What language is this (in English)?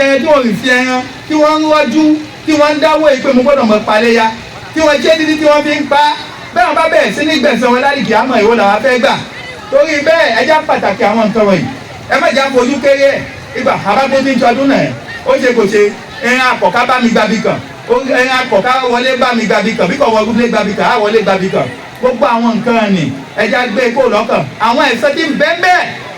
Yoruba